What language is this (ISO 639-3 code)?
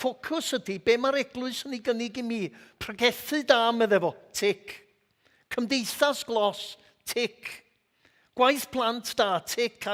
cym